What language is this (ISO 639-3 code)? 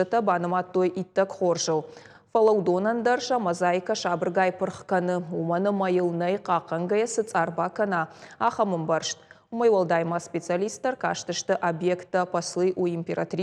oss